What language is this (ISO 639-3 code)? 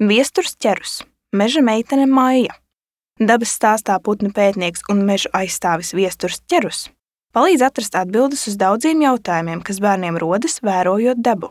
lav